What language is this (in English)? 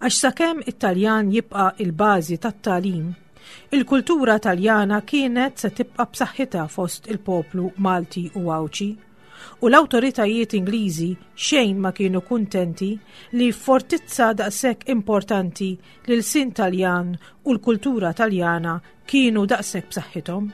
Maltese